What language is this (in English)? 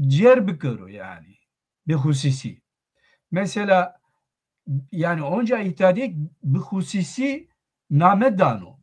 Zaza